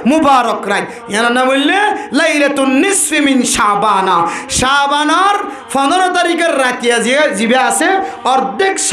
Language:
Rohingya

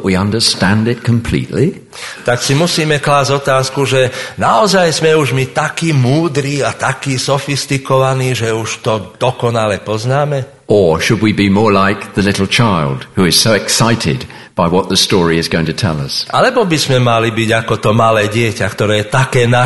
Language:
Slovak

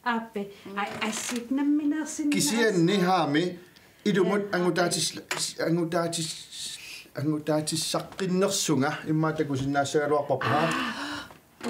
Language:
Kalaallisut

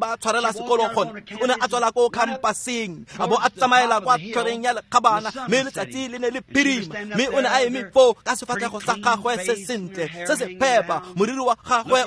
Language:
Tswana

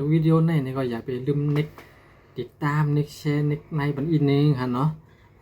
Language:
Shan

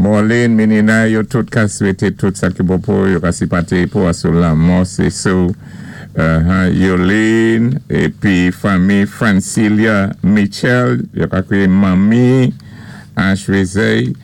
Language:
Saint Lucian Creole French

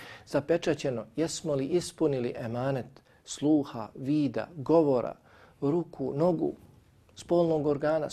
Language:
Bosnian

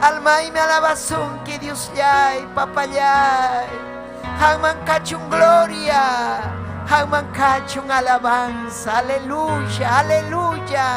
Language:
Ayacucho Quechua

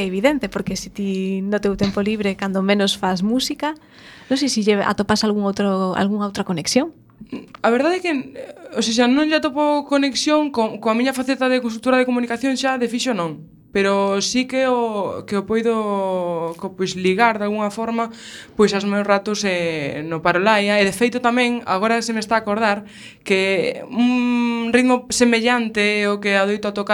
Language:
Galician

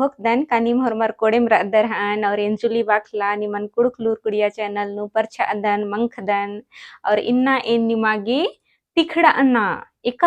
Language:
Kurukh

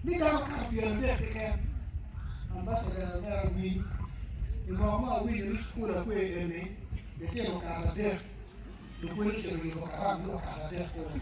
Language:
Acoli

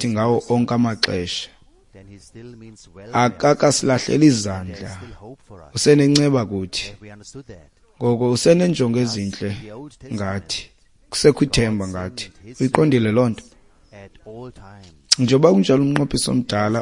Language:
Xhosa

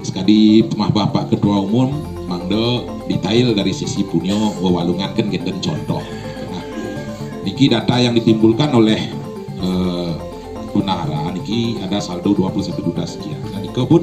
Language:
Balinese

